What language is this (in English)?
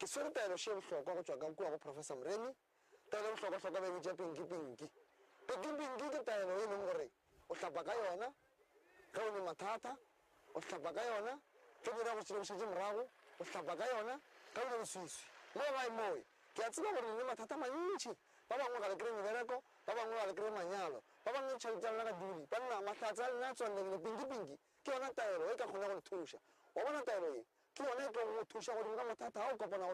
Northern Sotho